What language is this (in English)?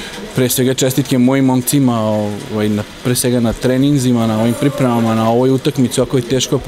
Serbian